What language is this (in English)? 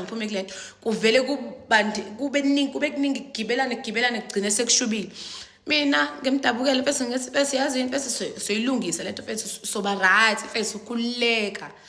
Zulu